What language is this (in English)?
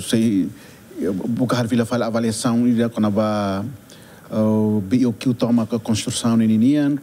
Tetum